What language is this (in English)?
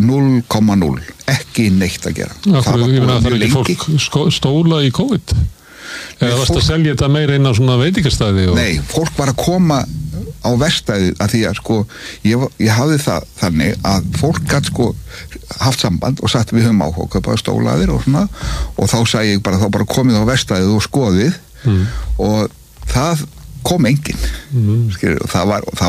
Icelandic